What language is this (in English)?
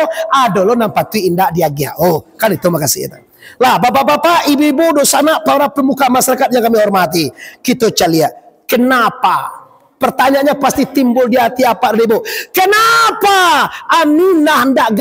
Minangkabau